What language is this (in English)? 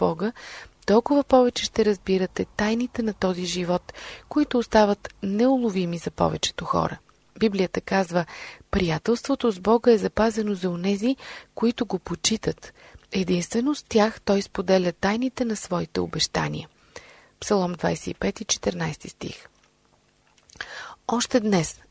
Bulgarian